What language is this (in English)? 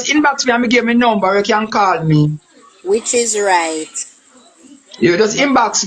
Jamaican Creole English